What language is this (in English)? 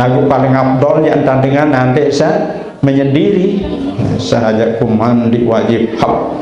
Sasak